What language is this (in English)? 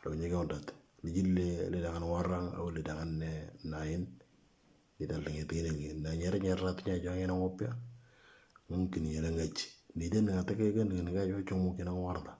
Moro